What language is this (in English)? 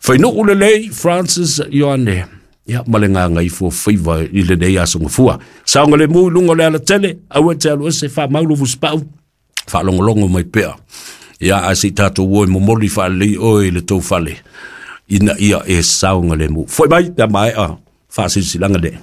Samoan